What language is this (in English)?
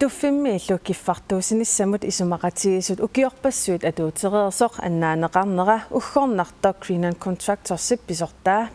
Kalaallisut